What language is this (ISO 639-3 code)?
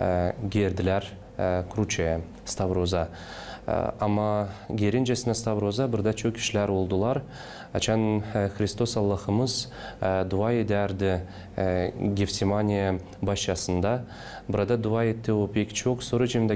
gag